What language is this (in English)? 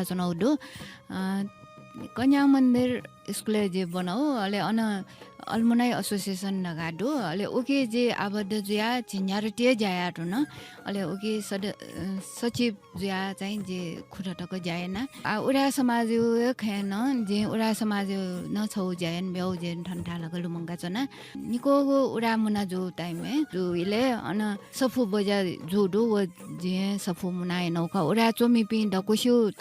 Newari